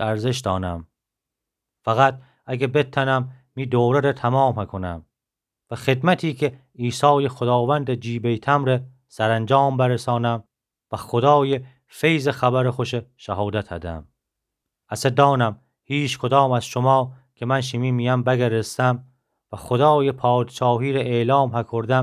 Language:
Gilaki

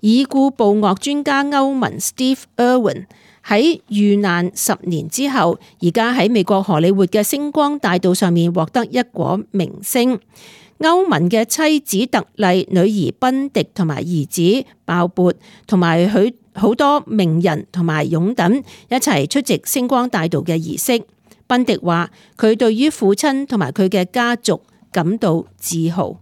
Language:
Cantonese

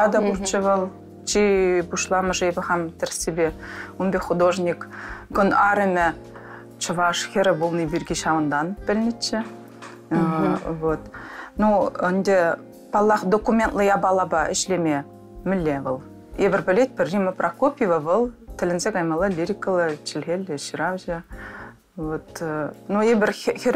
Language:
Chuvash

